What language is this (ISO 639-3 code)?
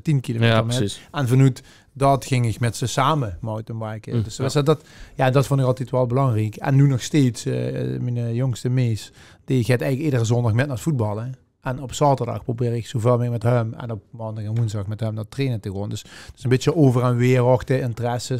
lim